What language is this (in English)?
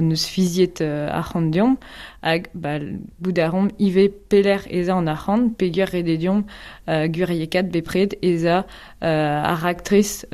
Breton